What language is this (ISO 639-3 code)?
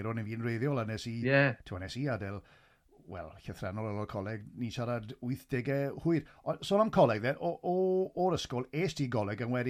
cym